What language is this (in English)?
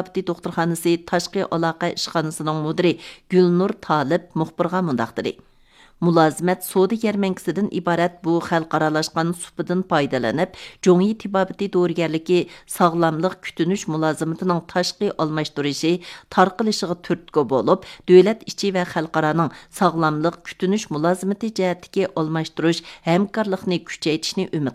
Uyghur